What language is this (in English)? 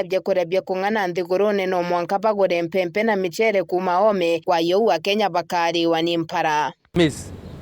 Meru